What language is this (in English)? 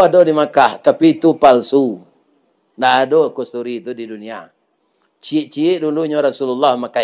Minangkabau